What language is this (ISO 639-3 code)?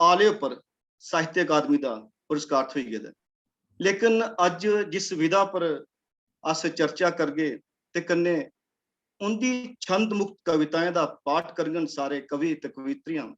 doi